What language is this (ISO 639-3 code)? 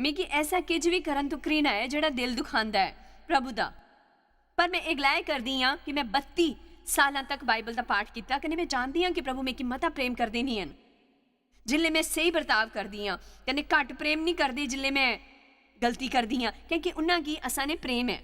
doi